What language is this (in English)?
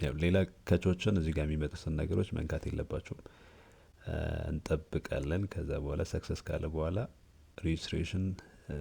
Amharic